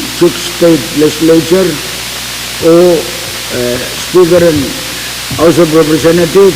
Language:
Pohnpeian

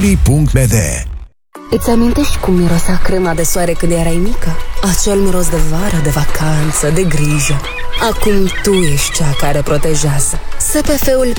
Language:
Romanian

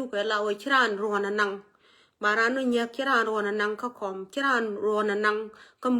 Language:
Nuer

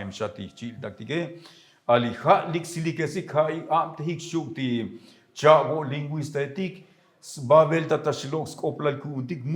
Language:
Tzotzil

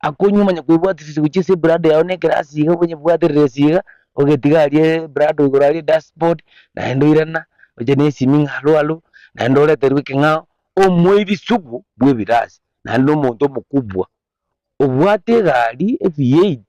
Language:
Gusii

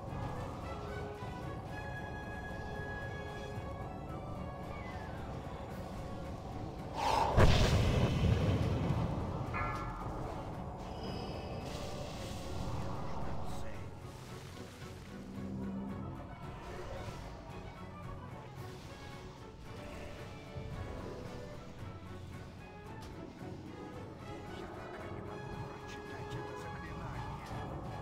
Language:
Russian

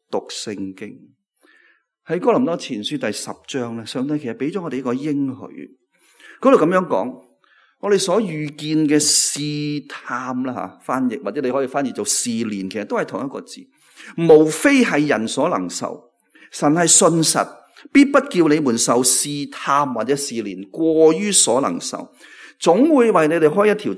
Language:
Cantonese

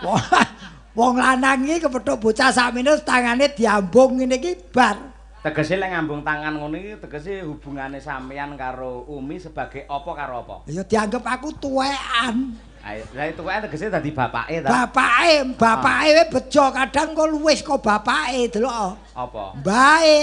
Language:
Javanese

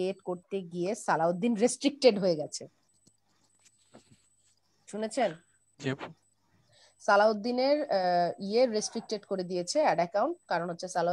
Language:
Bangla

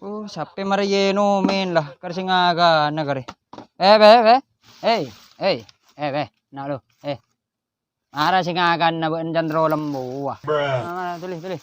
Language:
Madurese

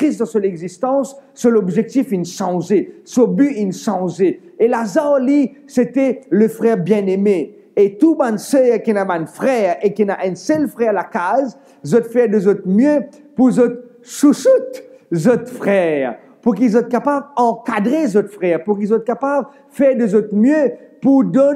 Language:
Morisyen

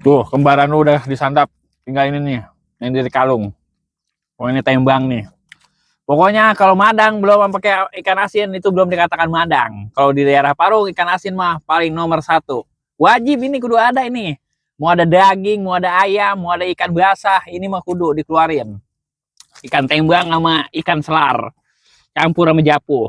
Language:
Betawi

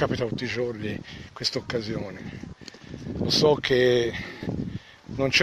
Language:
Italian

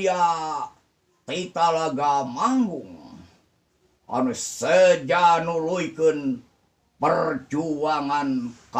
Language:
Sundanese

